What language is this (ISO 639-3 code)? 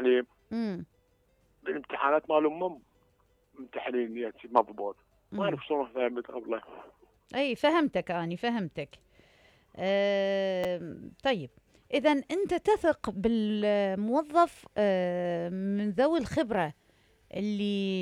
acm